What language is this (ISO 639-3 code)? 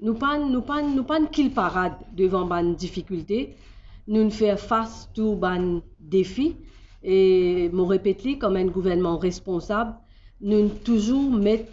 mfe